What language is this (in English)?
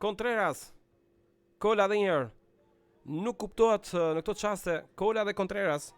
Albanian